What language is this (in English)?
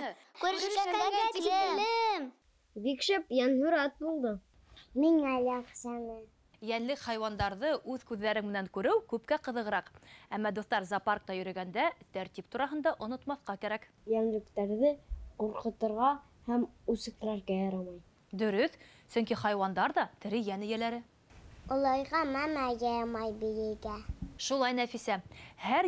Bashkir